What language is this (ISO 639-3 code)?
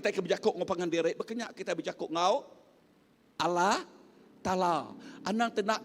iba